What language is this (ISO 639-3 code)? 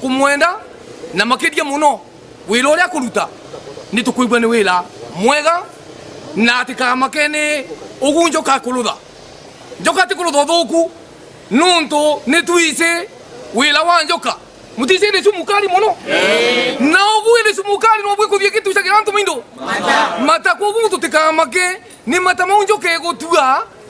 mer